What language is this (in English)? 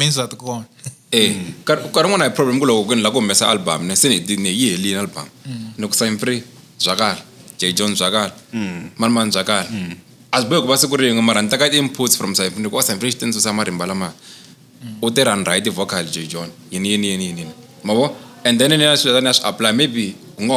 Tsonga